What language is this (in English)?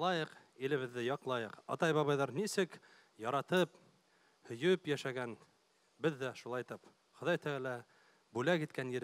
Bashkir